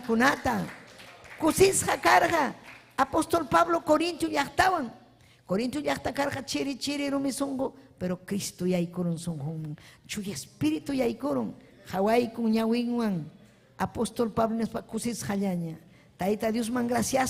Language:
Ayacucho Quechua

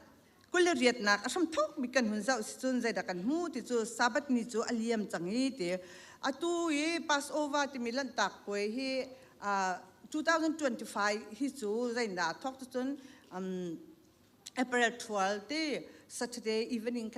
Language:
Hakha Chin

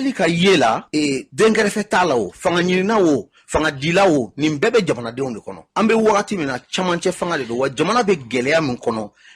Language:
Bambara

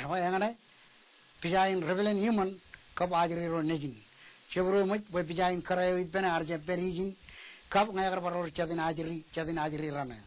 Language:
Marshallese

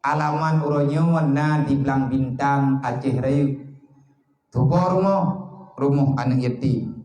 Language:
Achinese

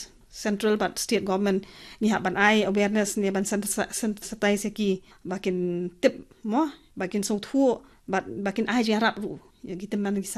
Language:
Khasi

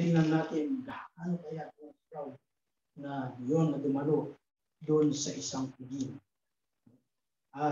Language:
Filipino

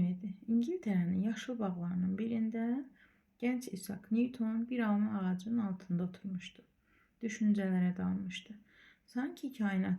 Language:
Azerbaijani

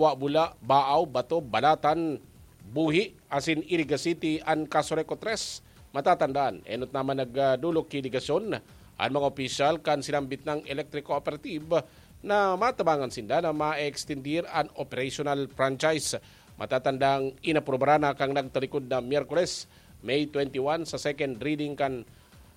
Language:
Bikol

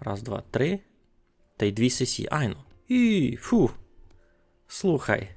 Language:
Rusyn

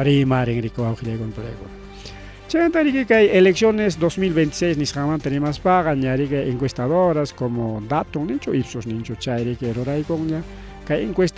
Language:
Ayacucho Quechua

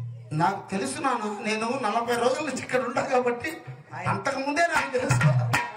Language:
Telugu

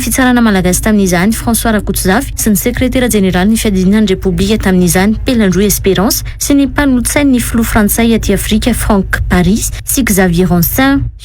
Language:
Malagasy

